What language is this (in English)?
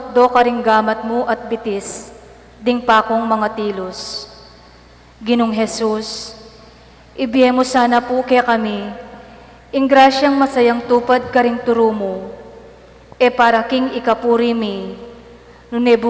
Pampanga